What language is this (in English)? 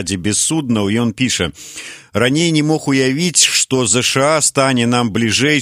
Belarusian